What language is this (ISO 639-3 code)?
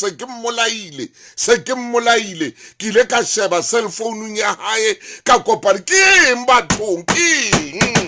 sot